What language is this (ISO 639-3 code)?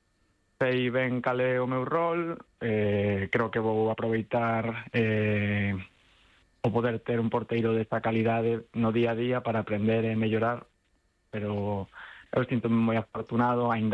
glg